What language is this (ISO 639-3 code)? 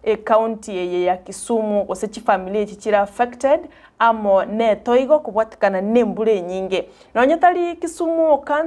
guz